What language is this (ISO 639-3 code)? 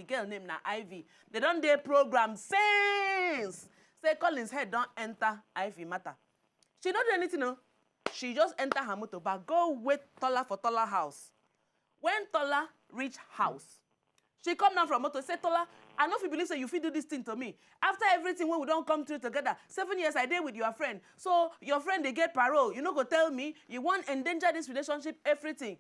pcm